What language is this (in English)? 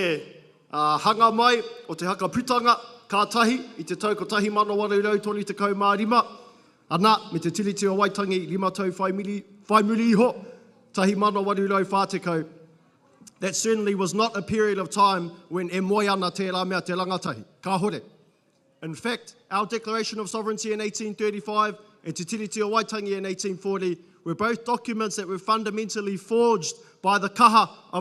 Māori